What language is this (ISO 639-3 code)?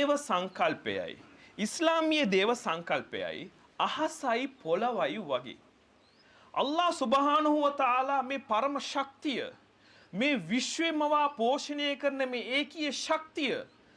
sin